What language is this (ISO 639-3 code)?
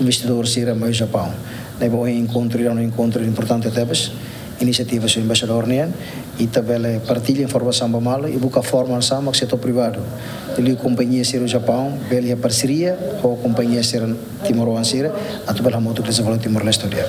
tet